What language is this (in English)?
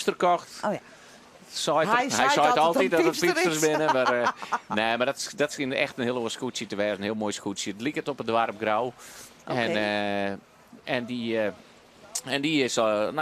Western Frisian